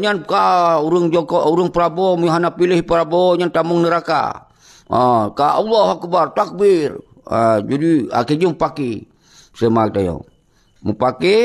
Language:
Achinese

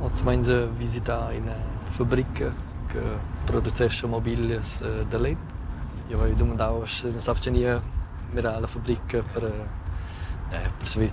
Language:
Romansh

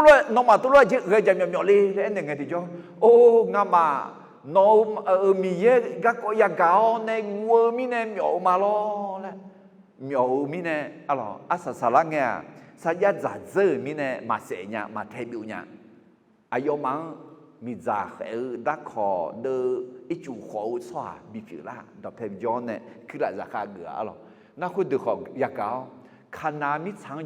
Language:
Akha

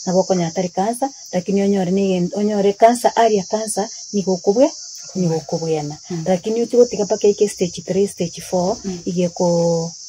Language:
Gusii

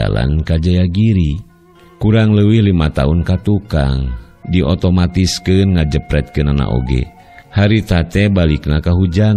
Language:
Sundanese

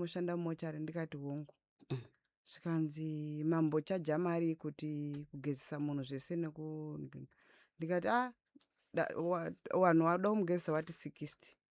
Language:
Shona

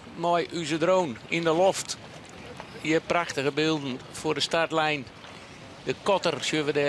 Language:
Western Frisian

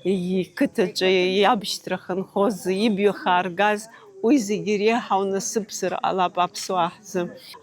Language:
Abkhazian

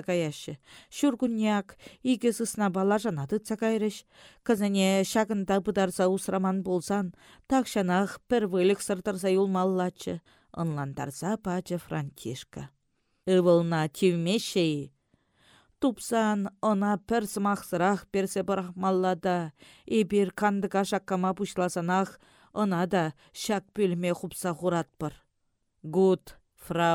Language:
Chuvash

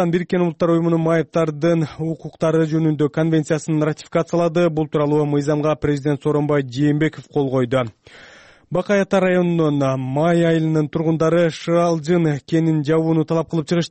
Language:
Kyrgyz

